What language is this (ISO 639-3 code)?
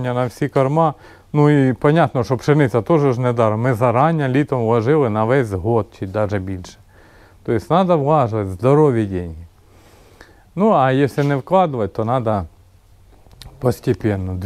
ukr